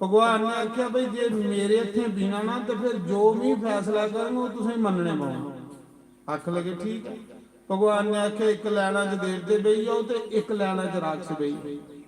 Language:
Dogri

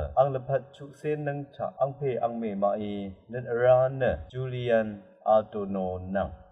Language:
Rawang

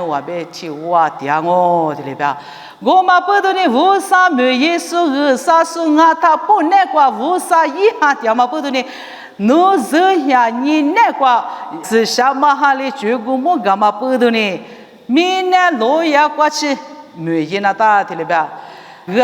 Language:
Lisu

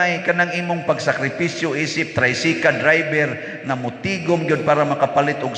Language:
Cebuano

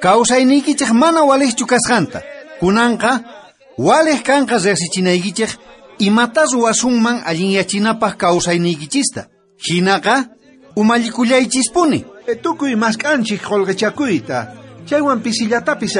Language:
South Bolivian Quechua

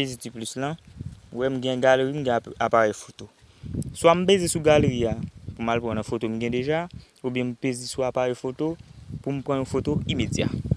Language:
Haitian Creole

